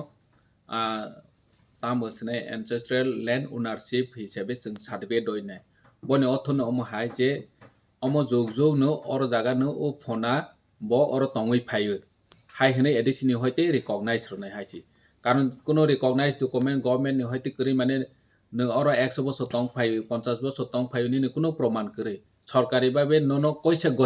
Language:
Kok Borok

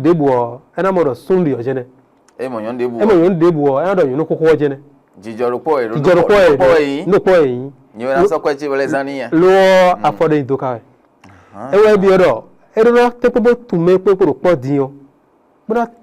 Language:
Fon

